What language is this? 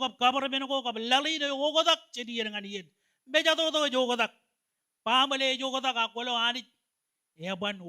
Marshallese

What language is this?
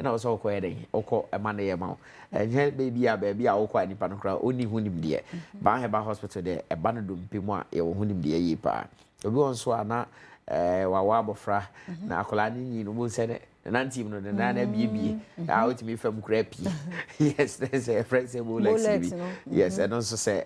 Akan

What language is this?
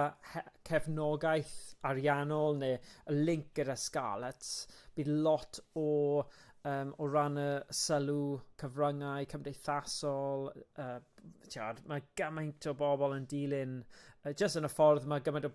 Welsh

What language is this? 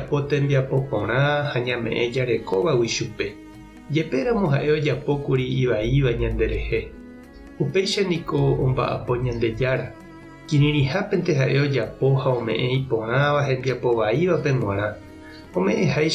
Guarani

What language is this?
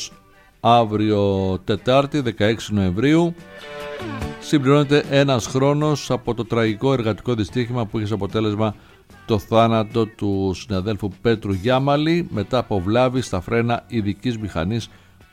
Greek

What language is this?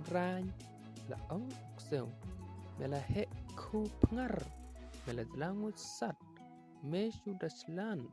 Khasi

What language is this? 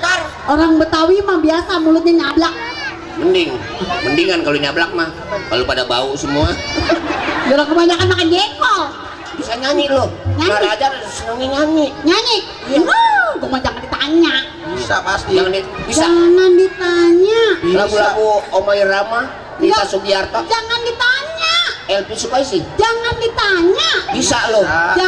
Betawi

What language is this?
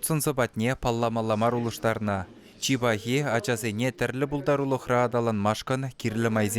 Chuvash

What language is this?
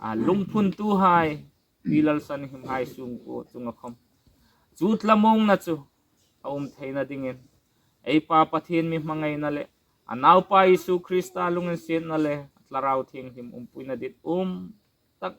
Hmar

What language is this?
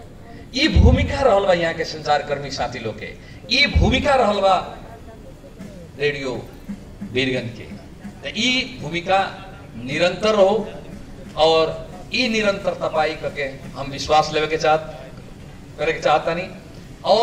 Bhojpuri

